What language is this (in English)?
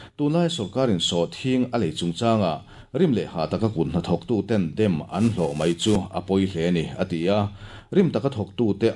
Mizo